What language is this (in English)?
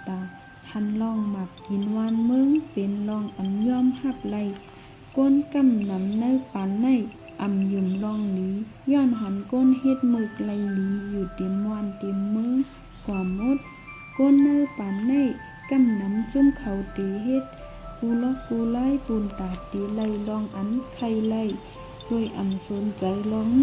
Shan